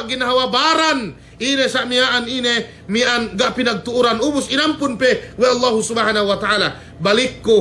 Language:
Yakan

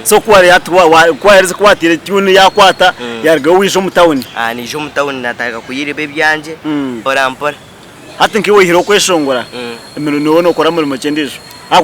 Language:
Nyankole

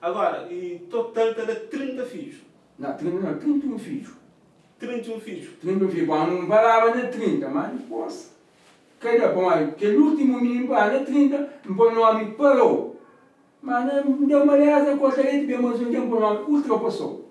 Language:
Kabuverdianu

